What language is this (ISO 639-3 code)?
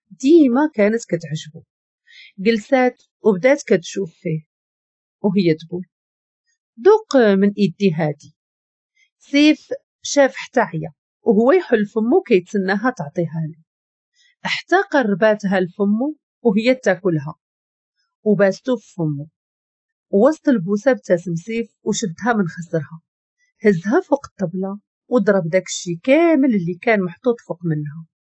ary